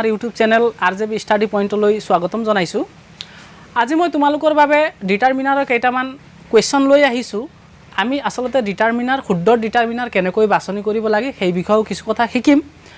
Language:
Assamese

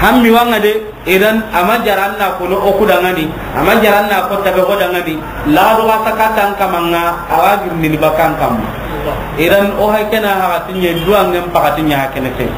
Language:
Soninke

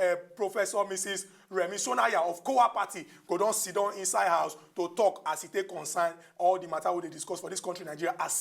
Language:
Nigerian Pidgin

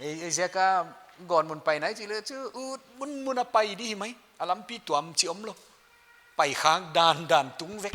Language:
Paite Chin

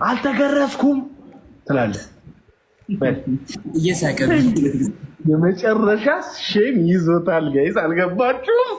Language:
Amharic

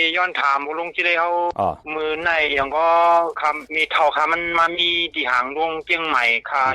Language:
Shan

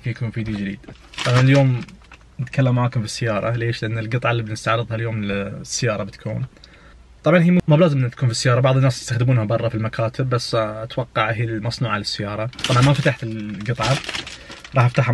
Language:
Najdi Arabic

